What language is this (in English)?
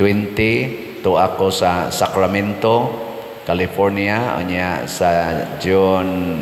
Cebuano